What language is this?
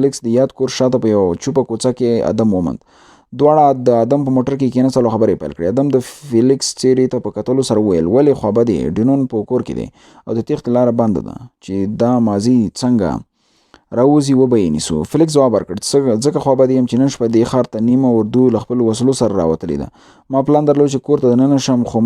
Pashto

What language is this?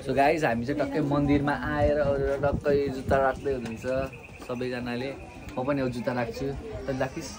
Nepali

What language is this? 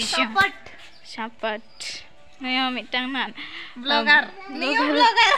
Santali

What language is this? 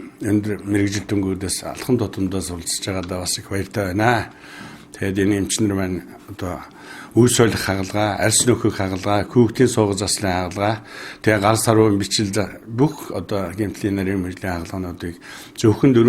Mongolian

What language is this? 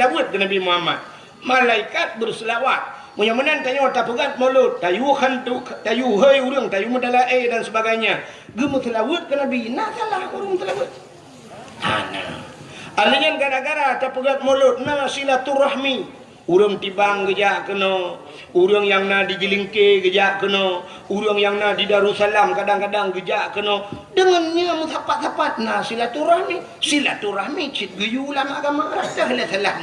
Achinese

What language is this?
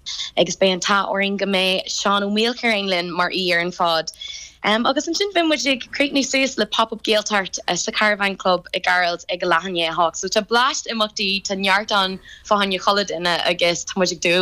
Irish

